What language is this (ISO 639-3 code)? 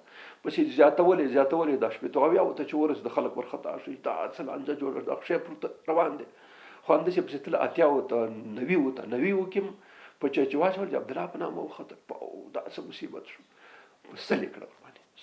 pus